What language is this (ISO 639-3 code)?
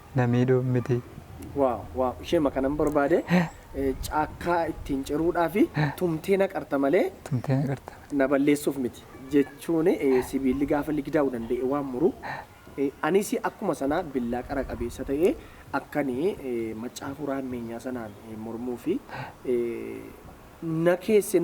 orm